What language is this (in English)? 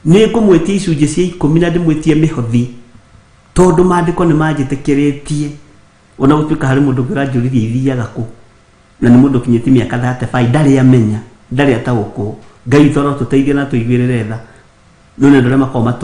Kikuyu